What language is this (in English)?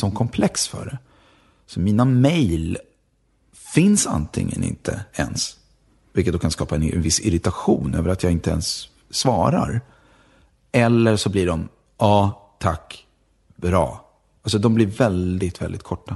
Swedish